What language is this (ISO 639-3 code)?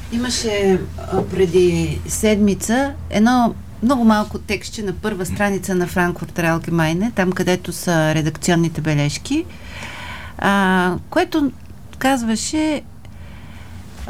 bul